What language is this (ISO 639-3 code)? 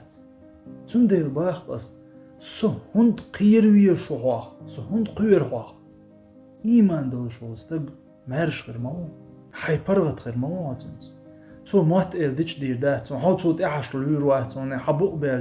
che